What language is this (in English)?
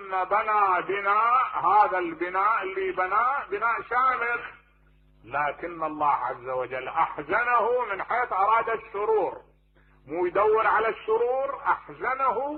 Mesopotamian Arabic